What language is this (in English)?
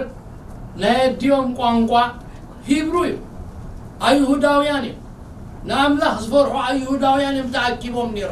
Tigrinya